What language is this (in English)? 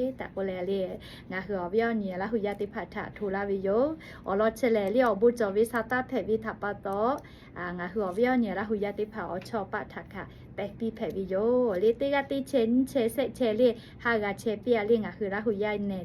Lahu